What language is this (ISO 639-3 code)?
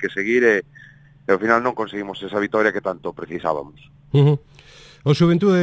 glg